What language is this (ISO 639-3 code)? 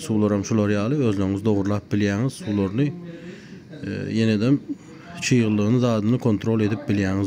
tuk